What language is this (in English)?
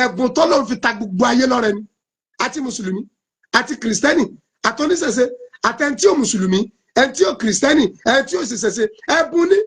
Yoruba